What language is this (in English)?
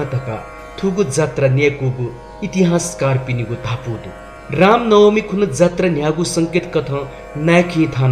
Newari